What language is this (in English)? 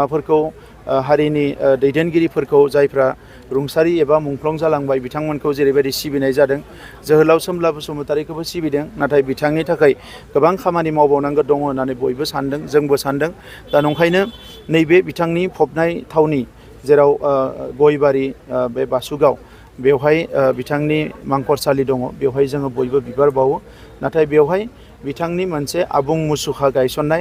Bodo